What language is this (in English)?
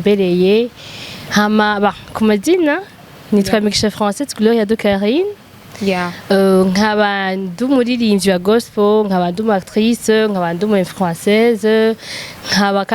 Rundi